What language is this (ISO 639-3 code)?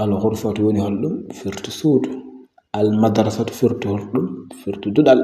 ful